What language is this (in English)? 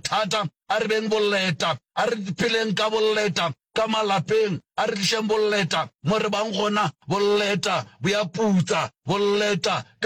Northern Sotho